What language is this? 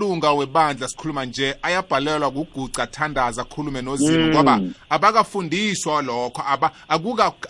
South Ndebele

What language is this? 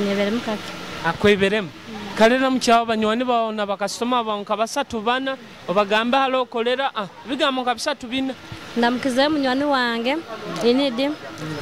Nyoro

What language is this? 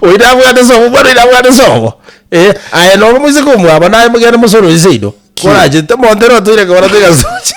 Gusii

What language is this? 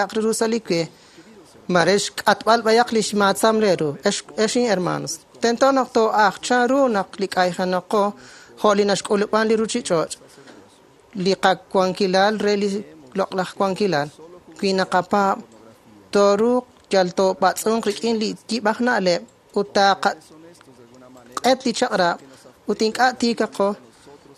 Kekchí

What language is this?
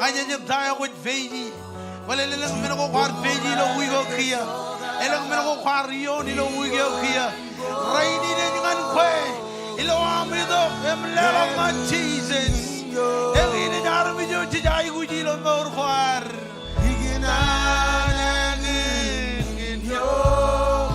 Marshallese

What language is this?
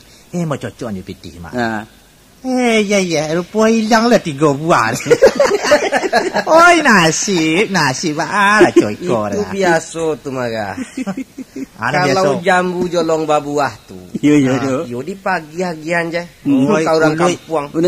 Minangkabau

